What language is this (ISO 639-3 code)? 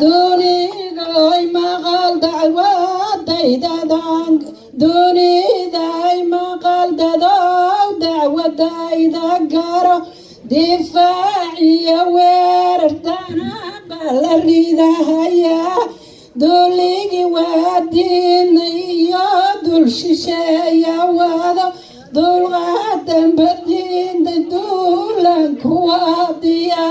som